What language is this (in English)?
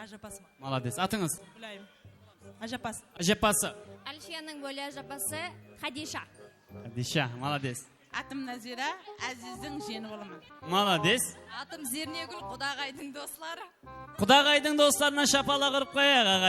Kara-Kalpak